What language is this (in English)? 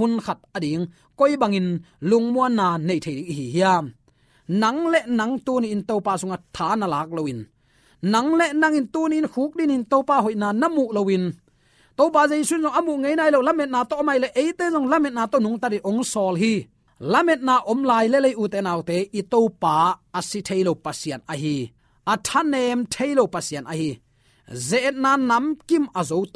Tedim Chin